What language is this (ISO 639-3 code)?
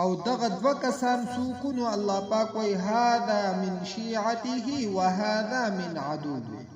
pus